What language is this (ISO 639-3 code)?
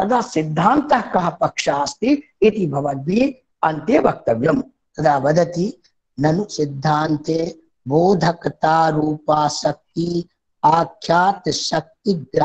san